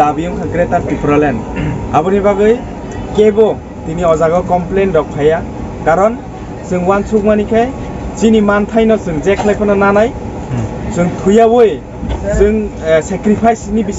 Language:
Kok Borok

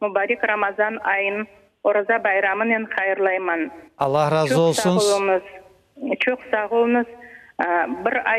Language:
Crimean Tatar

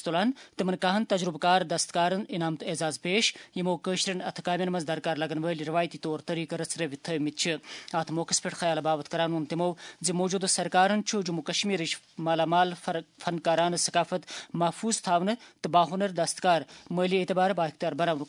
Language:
Kashmiri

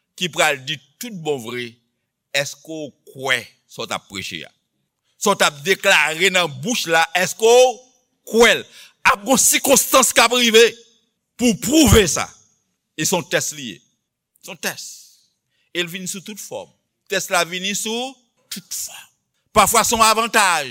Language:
Haitian Creole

